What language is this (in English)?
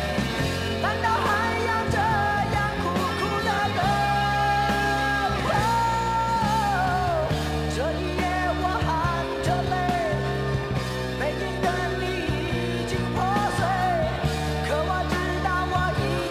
Chinese